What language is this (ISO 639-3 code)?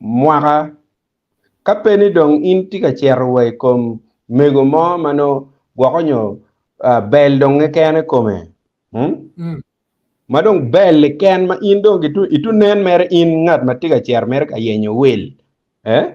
ach